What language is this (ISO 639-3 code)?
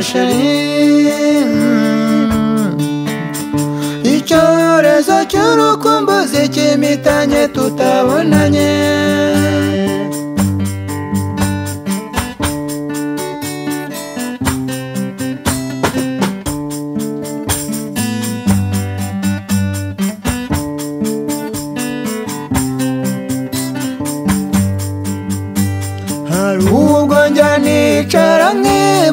kin